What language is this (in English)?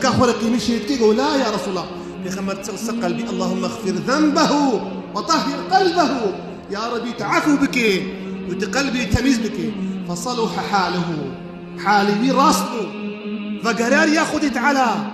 Kurdish